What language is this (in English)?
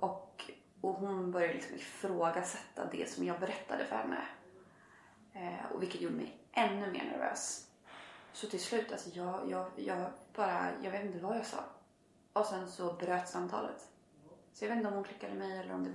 Swedish